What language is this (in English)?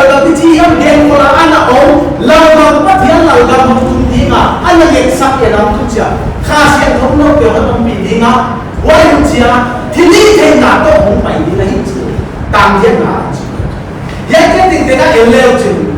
Paite Chin